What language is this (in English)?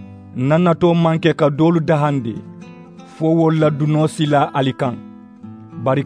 Mandingo